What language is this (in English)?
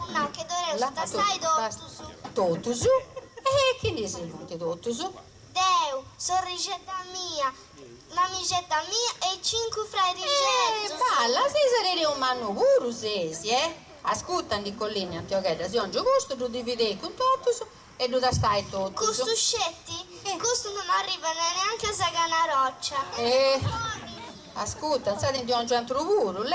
Sardinian